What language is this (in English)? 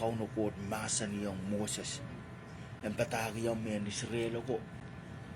Pohnpeian